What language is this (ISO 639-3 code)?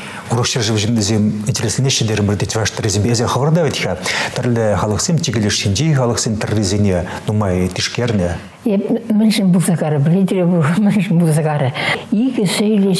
chv